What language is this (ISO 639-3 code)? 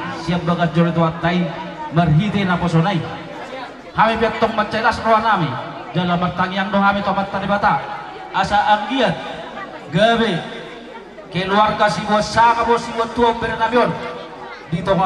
bbc